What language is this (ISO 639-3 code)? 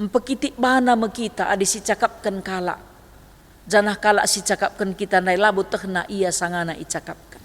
btx